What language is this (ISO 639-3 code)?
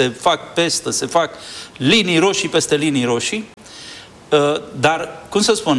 ron